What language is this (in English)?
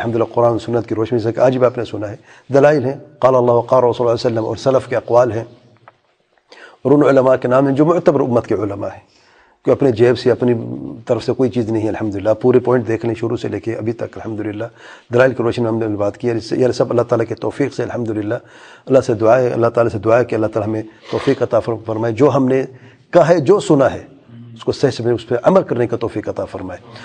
Urdu